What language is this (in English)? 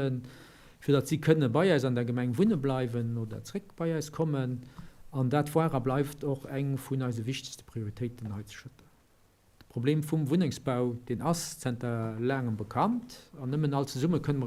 Luxembourgish